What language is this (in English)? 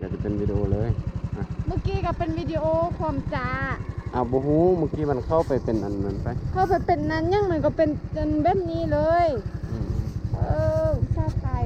Lao